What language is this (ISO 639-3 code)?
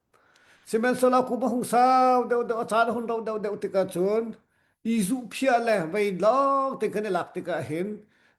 cnh